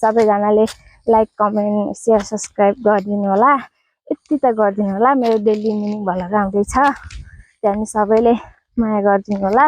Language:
Nepali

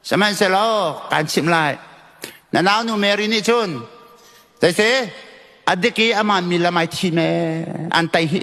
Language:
Hakha Chin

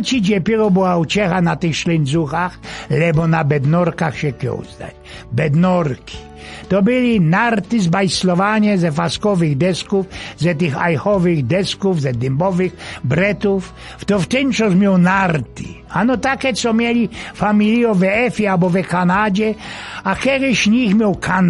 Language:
Silesian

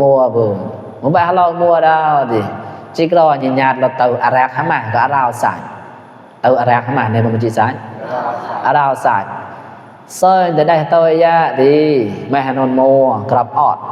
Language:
Mon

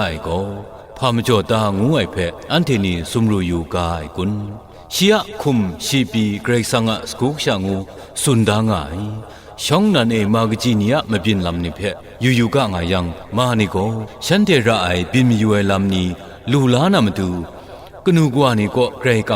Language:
Kachin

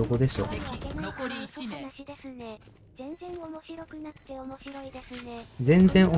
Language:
Japanese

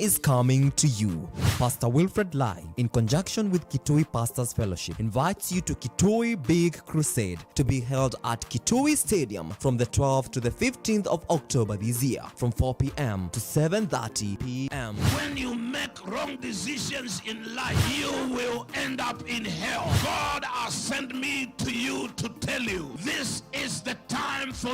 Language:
Kamba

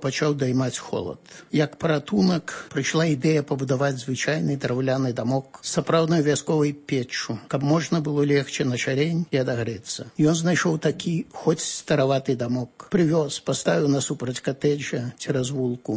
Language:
Belarusian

